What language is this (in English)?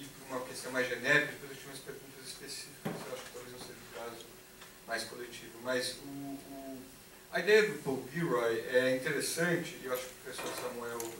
Portuguese